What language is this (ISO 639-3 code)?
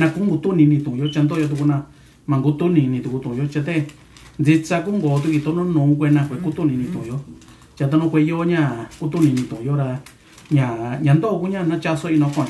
mix